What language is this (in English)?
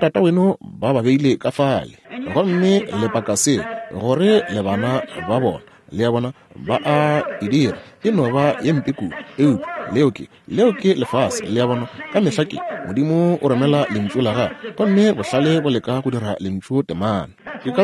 Northern Sotho